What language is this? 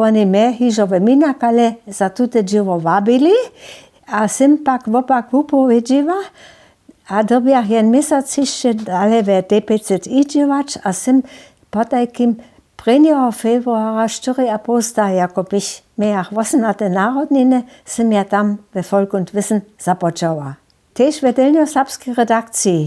Upper Sorbian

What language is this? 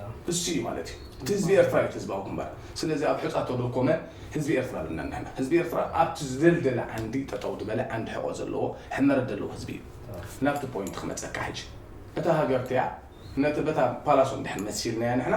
Tigrinya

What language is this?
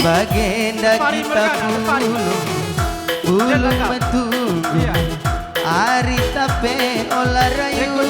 Batak Karo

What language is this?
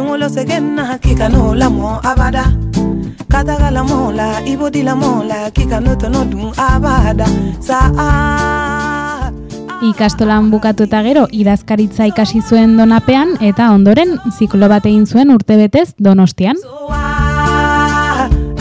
Basque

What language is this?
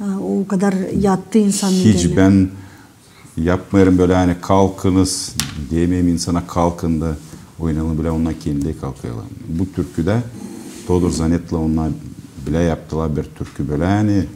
Gagauz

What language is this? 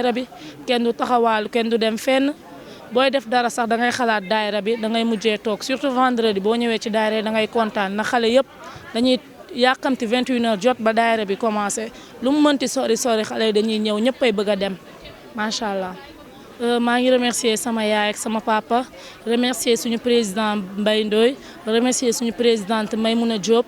Wolof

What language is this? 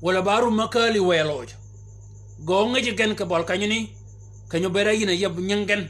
Shilluk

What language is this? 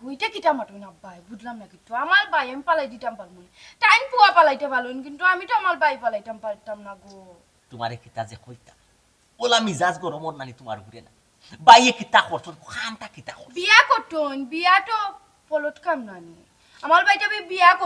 Sylheti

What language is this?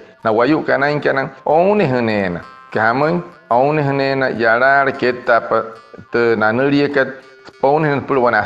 Wayuu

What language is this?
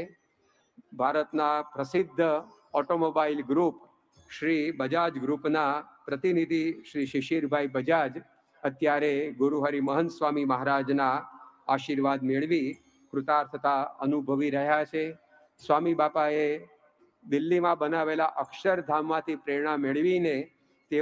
Gujarati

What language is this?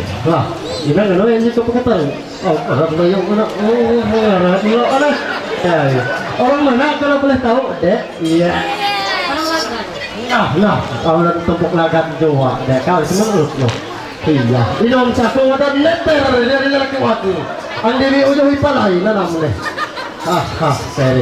Ma'anyan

